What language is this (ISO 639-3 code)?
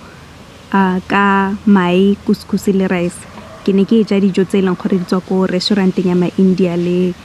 tsn